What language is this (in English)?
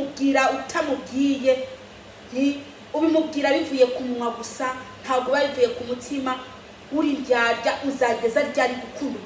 Kinyarwanda